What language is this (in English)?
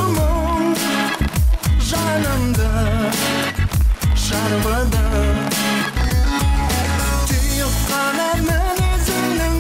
Kazakh